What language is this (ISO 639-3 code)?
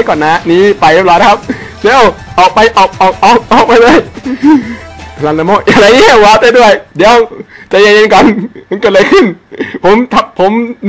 tha